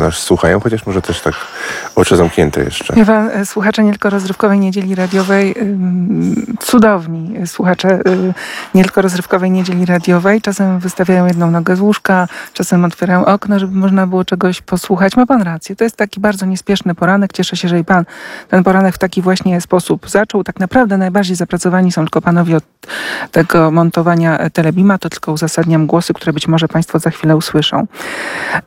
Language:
Polish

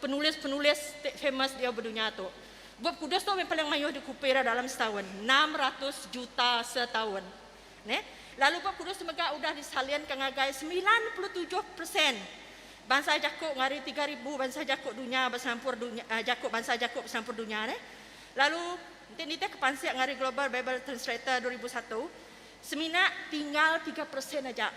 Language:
Iban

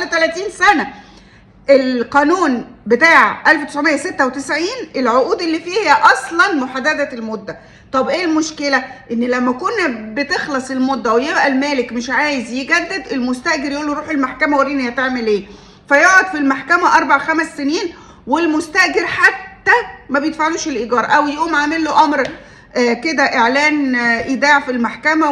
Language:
Egyptian Arabic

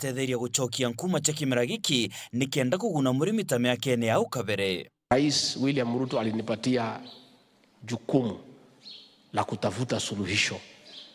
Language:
Meru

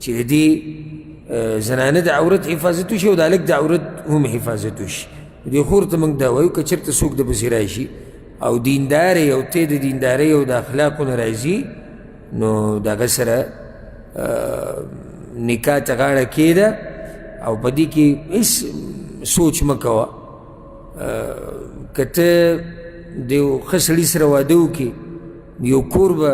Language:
Pashto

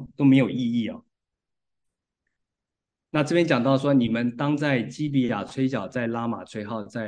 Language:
Chinese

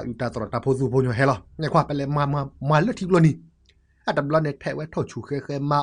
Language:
S'gaw Karen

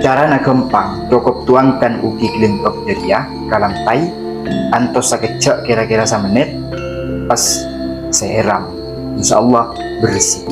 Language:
Madurese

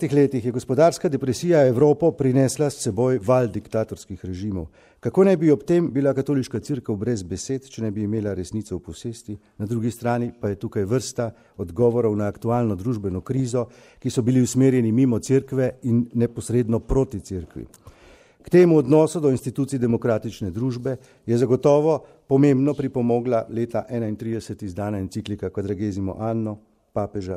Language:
Slovenian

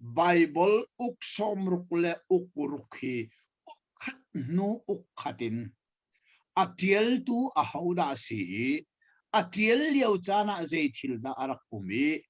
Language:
Hakha Chin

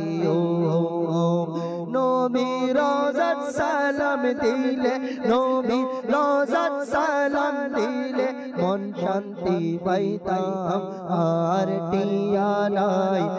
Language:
Bangla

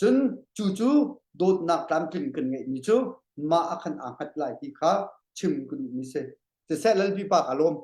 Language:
Hakha Chin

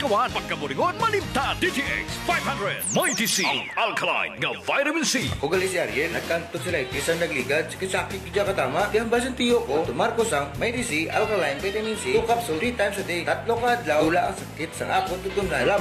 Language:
Hiligaynon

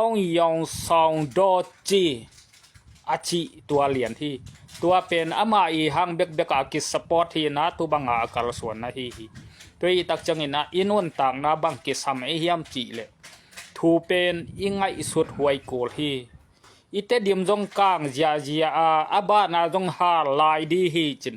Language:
Tedim Chin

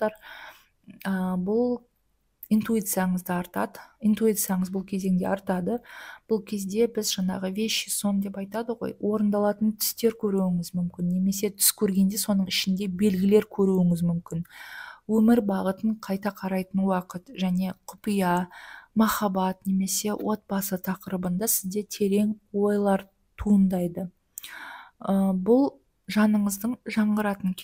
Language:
Kazakh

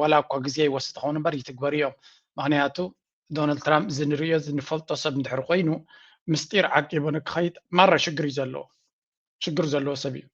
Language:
Tigrinya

